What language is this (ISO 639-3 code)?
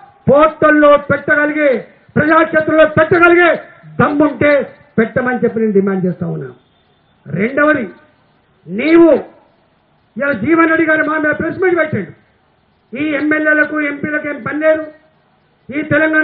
tel